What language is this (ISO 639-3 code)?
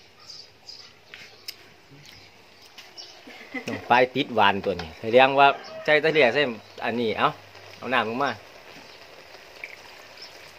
tha